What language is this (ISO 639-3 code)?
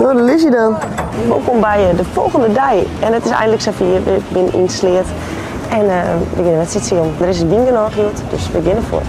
fry